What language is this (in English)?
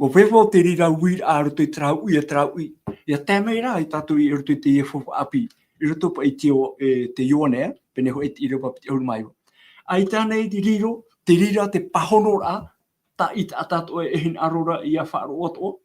Tahitian